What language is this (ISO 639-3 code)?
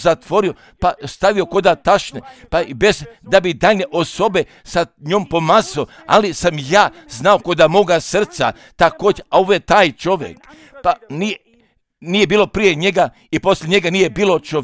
hrv